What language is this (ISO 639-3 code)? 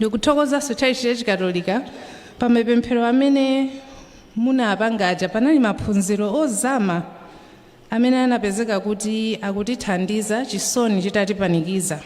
nya